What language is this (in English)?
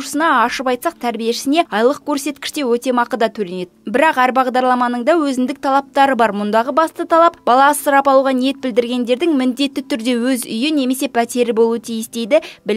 Kazakh